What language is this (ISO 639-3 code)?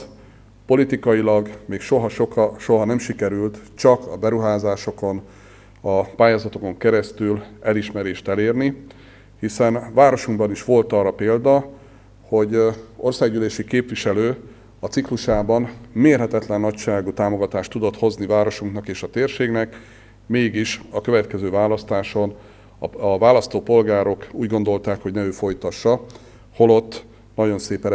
hun